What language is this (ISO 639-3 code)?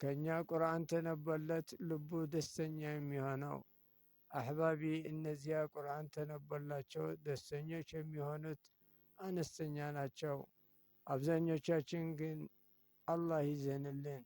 amh